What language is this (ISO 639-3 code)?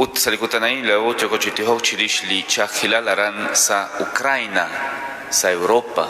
kek